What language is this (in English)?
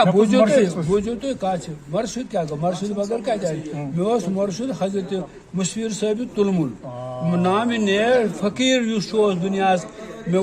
Kashmiri